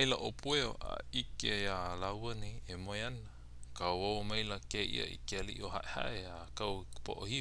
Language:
Hawaiian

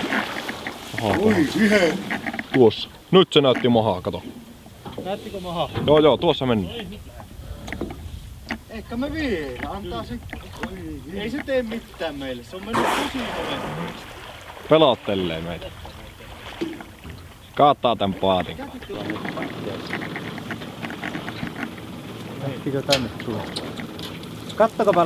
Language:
Finnish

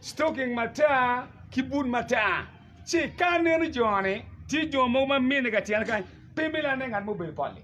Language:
Acoli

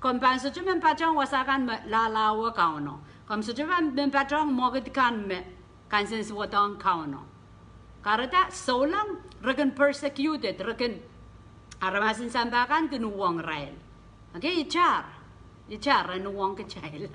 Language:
Pohnpeian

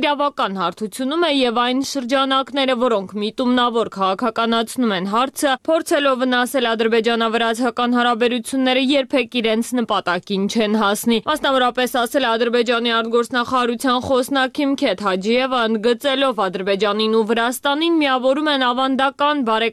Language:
Armenian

